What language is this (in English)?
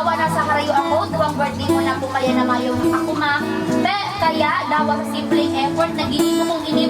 Bikol